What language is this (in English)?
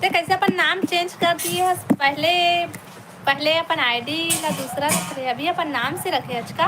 Chhattisgarhi